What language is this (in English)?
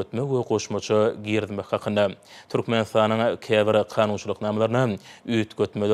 Turkmen